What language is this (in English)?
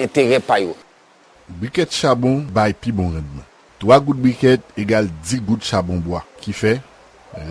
Haitian Creole